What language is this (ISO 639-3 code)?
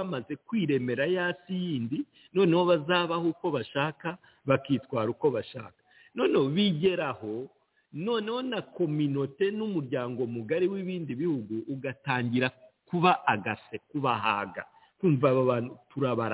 kin